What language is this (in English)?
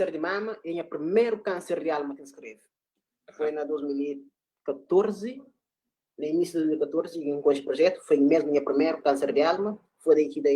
Kabuverdianu